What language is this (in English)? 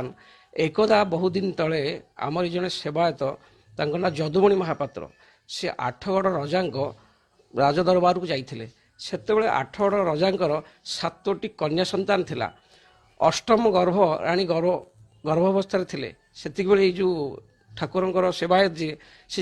Odia